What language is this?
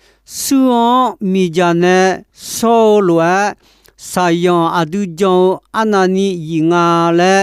Akha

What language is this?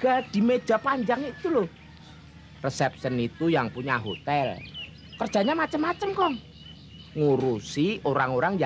Betawi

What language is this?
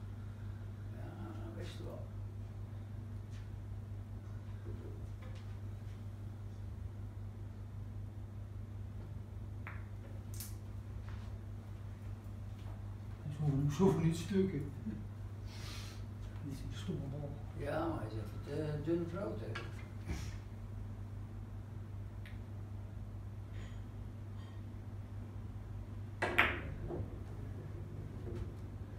Dutch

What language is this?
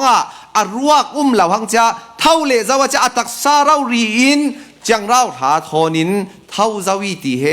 Falam Chin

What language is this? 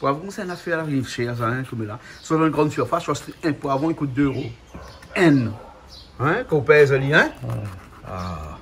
Réunion Creole French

